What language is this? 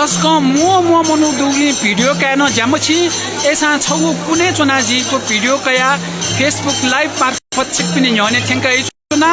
Newari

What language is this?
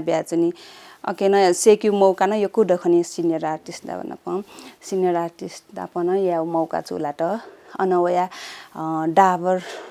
Newari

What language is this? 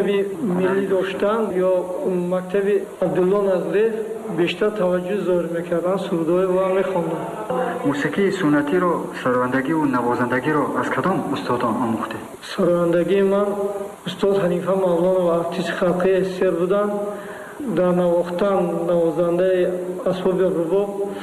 Tajik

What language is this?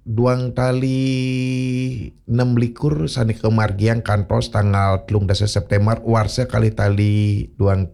Balinese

